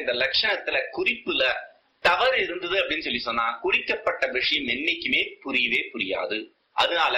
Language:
Tamil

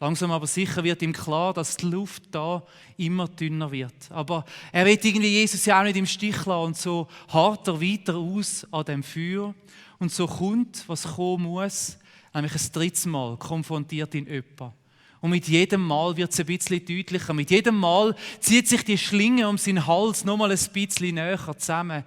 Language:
Swiss German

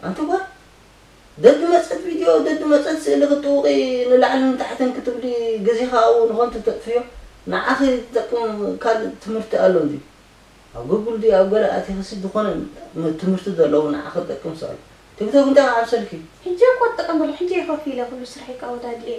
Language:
Tigrinya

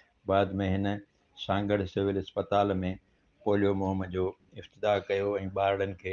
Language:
Sindhi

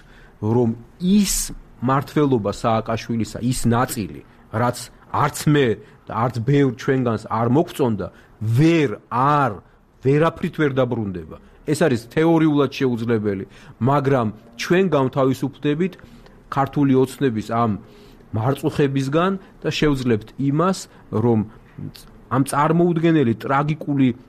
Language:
Georgian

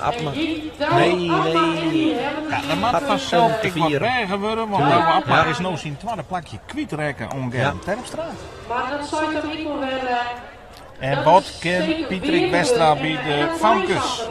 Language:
Western Frisian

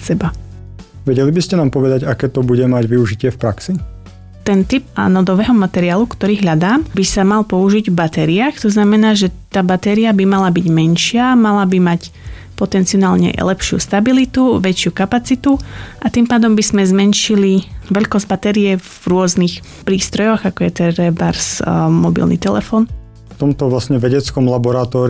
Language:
Slovak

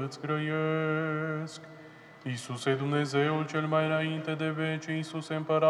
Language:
Romanian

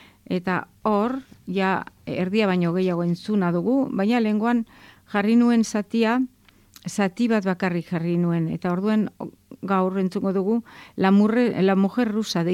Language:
Basque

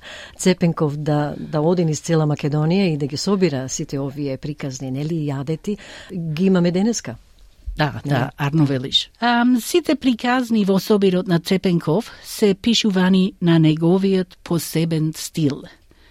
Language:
Macedonian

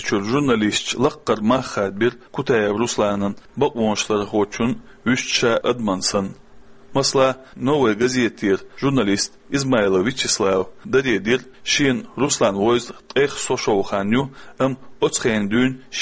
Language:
Chechen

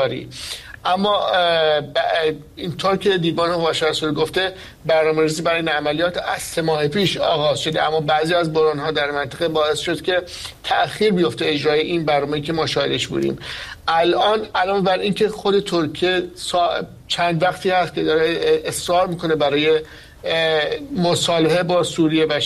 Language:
Persian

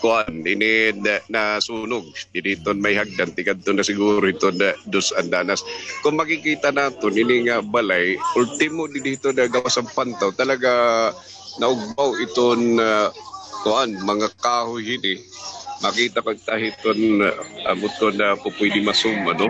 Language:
Waray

